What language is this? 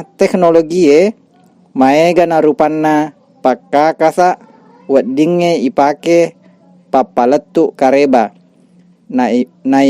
Buginese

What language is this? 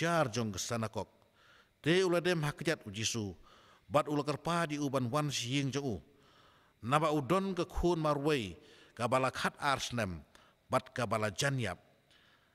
Khasi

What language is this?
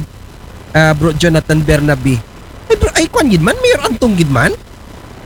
Aklanon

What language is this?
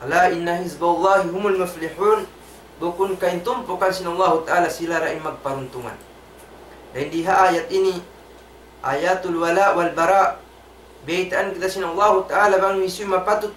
Tausug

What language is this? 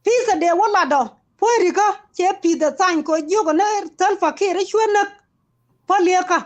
Nuer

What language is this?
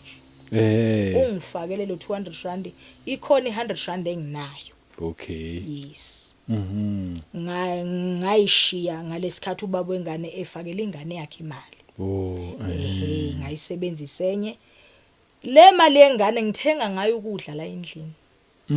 Zulu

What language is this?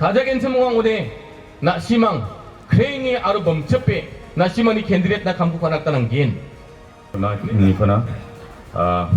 Garo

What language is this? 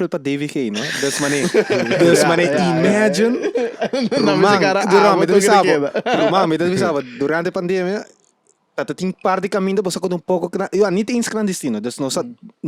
Papiamento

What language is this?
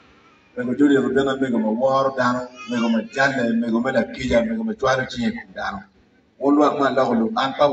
Acoli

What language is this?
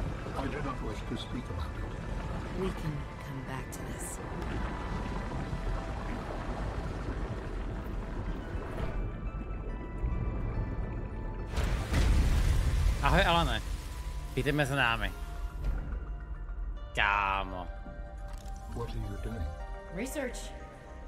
Czech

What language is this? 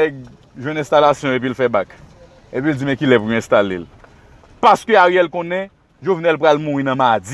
Haitian Creole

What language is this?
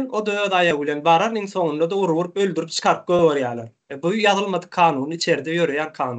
Turkmen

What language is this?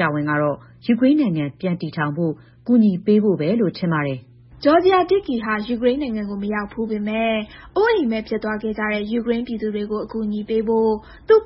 Burmese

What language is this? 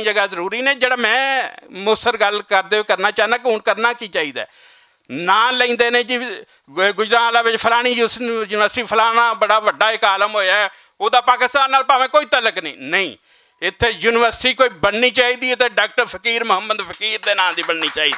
Western Panjabi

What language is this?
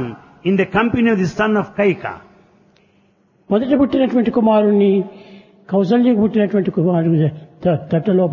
Telugu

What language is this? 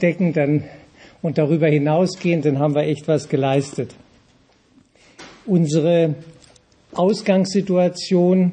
German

